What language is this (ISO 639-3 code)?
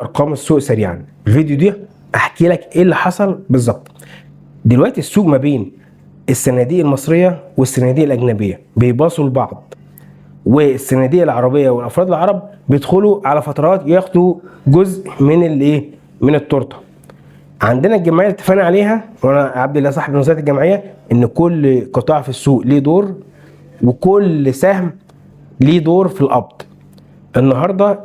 arz